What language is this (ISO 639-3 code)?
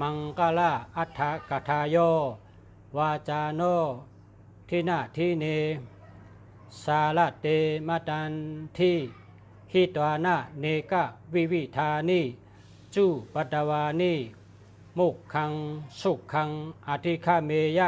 shn